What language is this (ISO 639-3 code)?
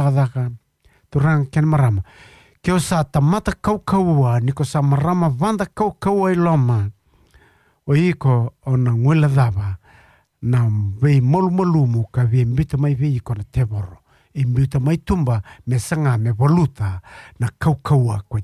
fij